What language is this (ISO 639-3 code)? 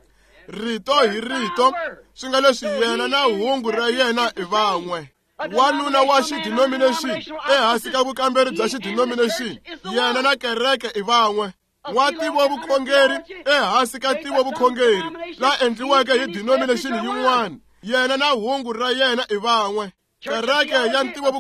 tso